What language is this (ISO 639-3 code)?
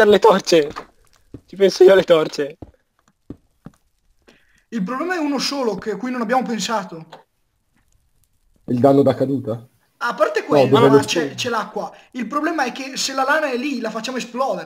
ita